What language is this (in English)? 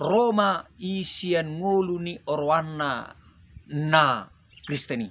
Batak Toba